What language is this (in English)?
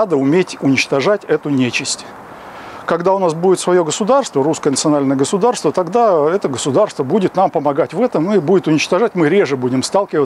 Russian